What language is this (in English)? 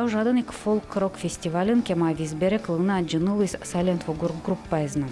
Udmurt